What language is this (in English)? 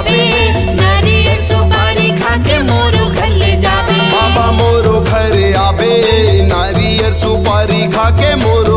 Chhattisgarhi